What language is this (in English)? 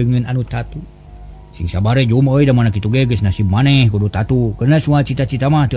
Sundanese